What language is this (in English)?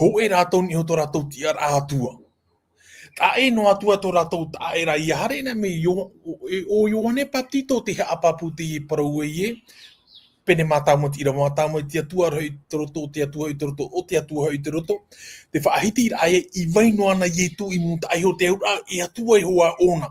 Tahitian